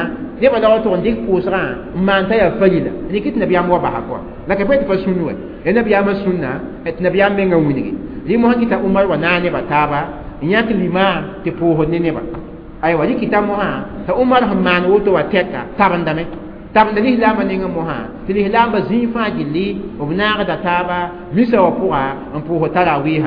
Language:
Mossi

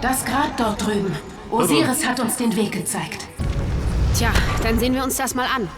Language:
Bavarian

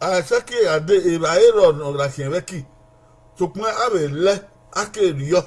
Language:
Bini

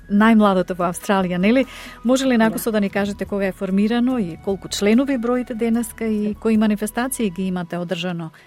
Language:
Macedonian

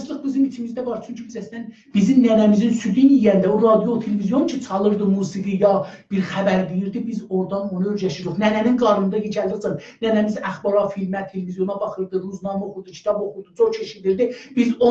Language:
South Azerbaijani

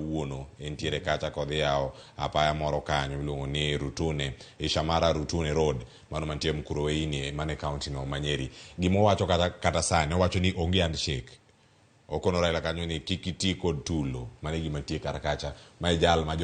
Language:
Luo (Kenya and Tanzania)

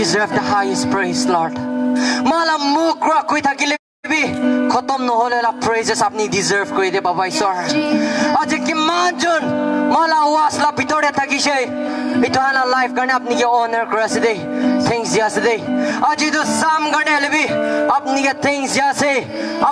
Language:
Naga Pidgin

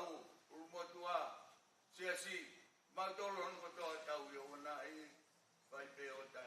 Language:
Tongan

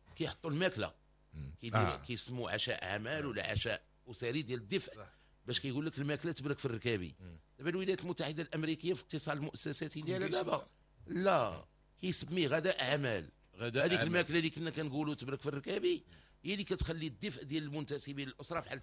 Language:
Moroccan Arabic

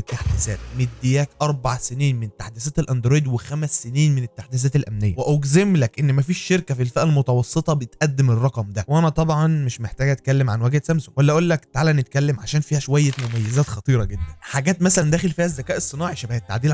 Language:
Egyptian Arabic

